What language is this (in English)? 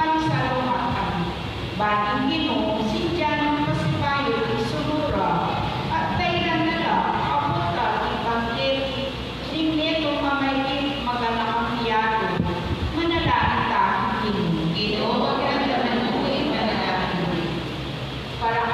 Pampanga